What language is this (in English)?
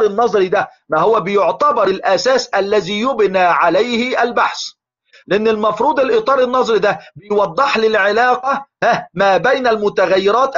Egyptian Arabic